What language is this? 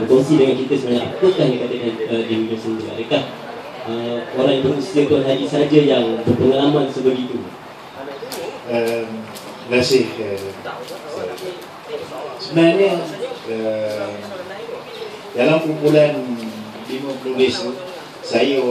Malay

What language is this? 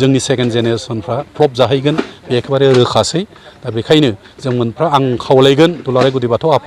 Bodo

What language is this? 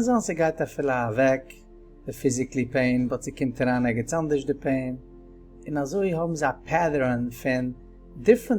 Yiddish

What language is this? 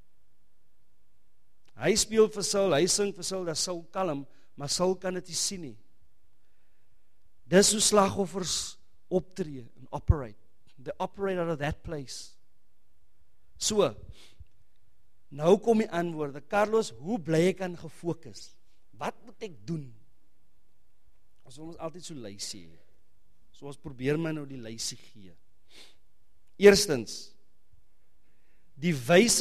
Afrikaans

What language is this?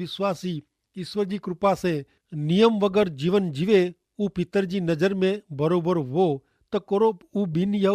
Kachhi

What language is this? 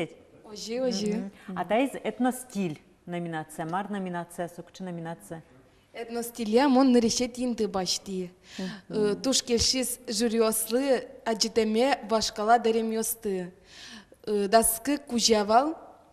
Udmurt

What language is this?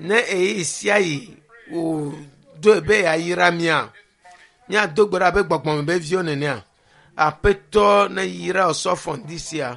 Ewe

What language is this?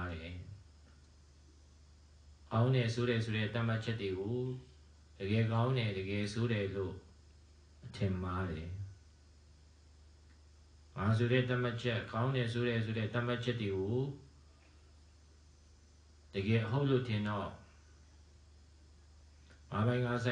Burmese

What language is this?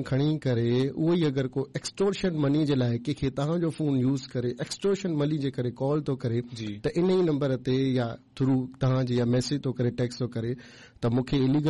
Sindhi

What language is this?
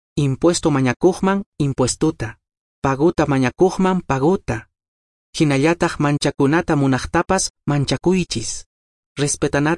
Quechua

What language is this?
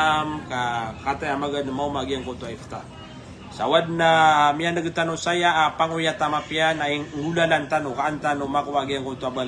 Maranao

